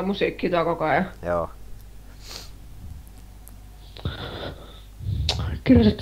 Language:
Finnish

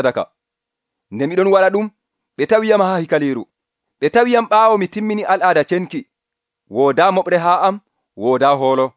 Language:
Nigerian Fulfulde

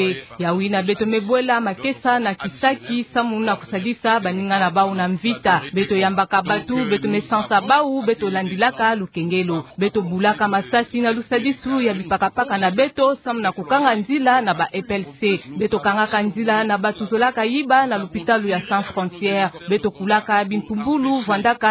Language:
Kituba (Democratic Republic of Congo)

